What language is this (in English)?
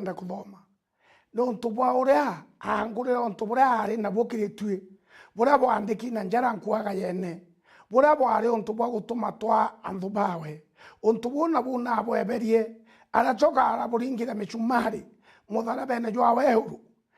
Meru